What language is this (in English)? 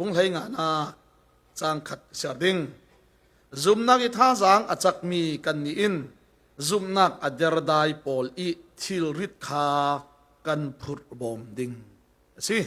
Falam Chin